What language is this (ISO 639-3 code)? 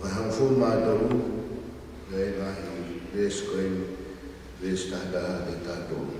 ton